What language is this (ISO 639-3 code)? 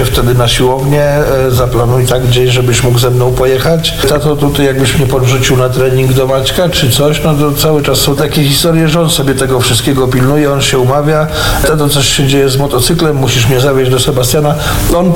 pol